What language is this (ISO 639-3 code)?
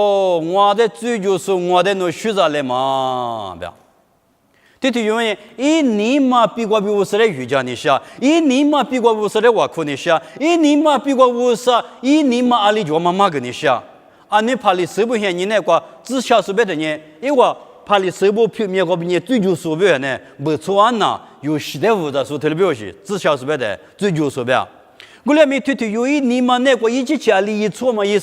lis